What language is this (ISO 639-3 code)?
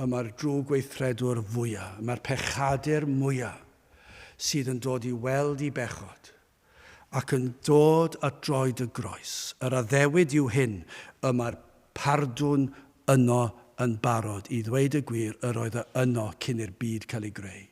cym